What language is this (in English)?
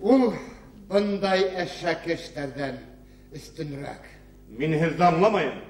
Bashkir